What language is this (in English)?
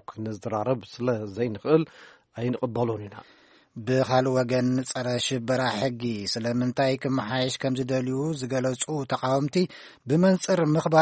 Tigrinya